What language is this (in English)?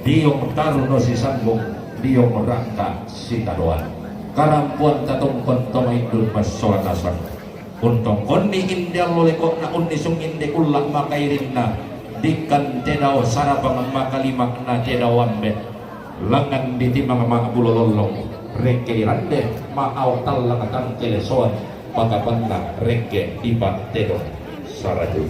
Toraja-Sa'dan